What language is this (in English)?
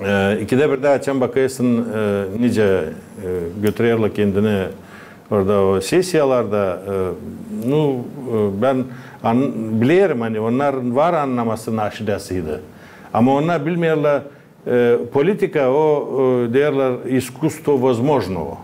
Gagauz